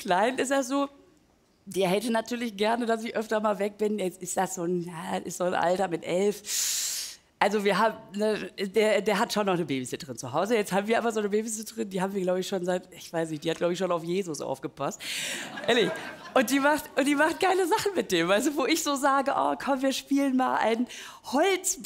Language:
German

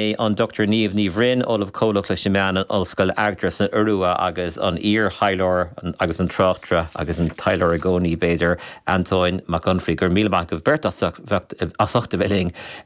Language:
Irish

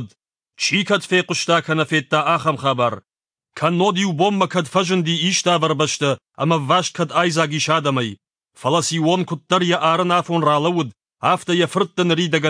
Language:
Ossetic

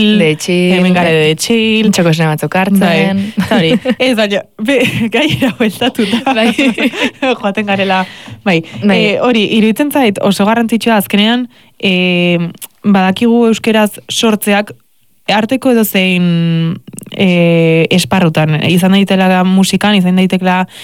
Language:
Basque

